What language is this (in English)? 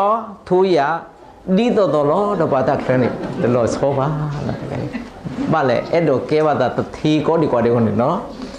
S'gaw Karen